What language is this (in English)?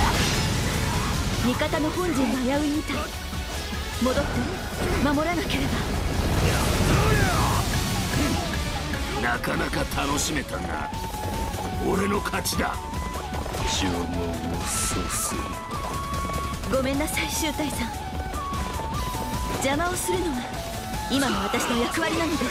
Japanese